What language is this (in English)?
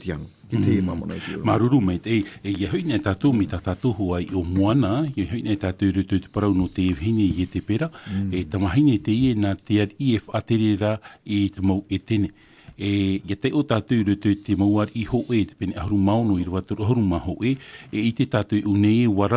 Tahitian